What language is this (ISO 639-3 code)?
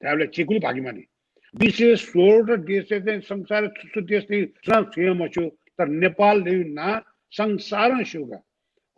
new